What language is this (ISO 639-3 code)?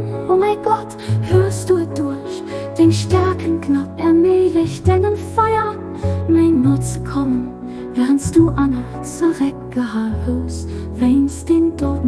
ltz